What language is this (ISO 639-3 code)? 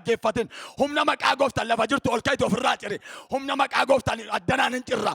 orm